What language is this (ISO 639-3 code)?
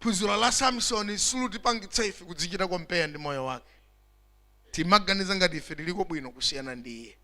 nya